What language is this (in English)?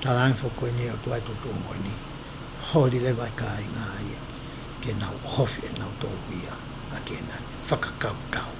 Tongan